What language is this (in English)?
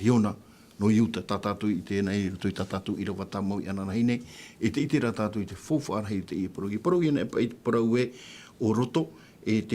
Tahitian